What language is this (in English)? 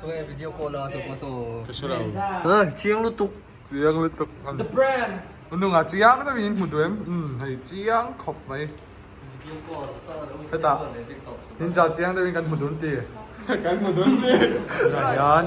Mizo